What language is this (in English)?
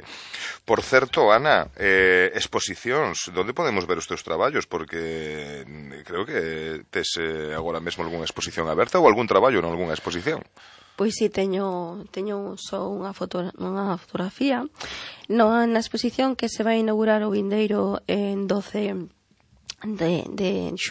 Galician